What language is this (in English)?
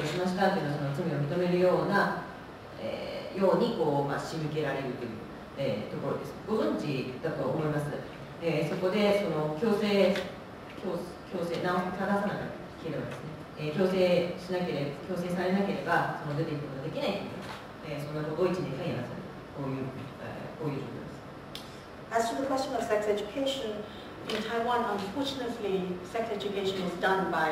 Japanese